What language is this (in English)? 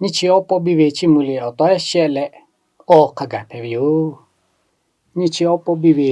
Lahu